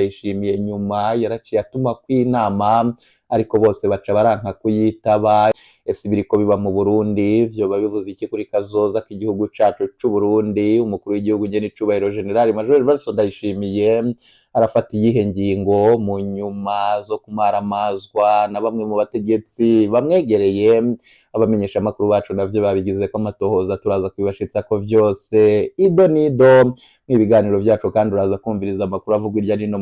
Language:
Rundi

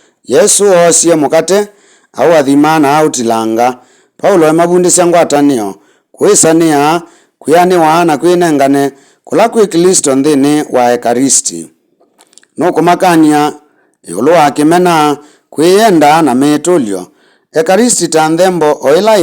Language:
Kamba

